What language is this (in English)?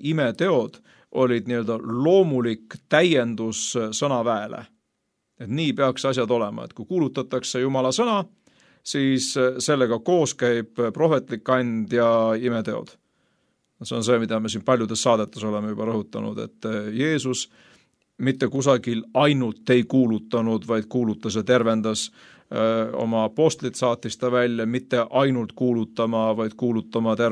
Estonian